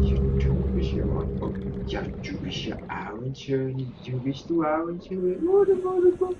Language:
Swiss German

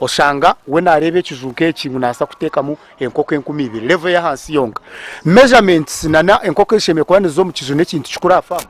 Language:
Nyankole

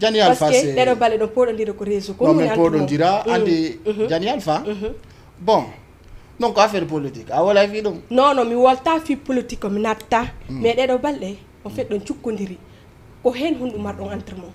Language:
Fula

